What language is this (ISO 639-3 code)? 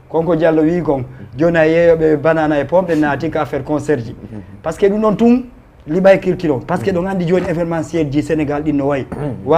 ful